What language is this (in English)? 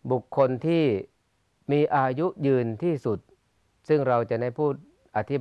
Thai